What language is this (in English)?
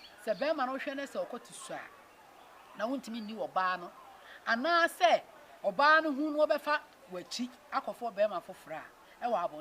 Akan